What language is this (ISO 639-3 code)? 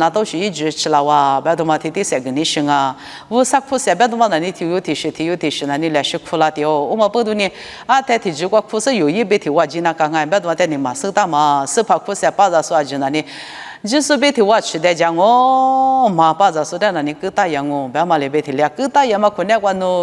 lis